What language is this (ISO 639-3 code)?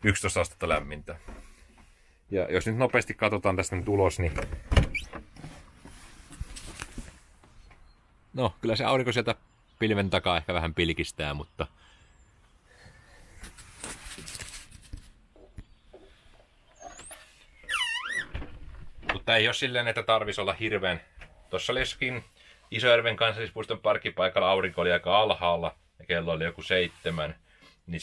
fin